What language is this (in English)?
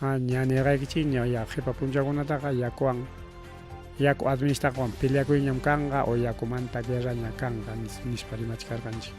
Ayacucho Quechua